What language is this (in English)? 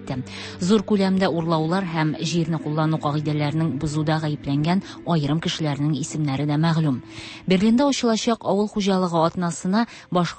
Tatar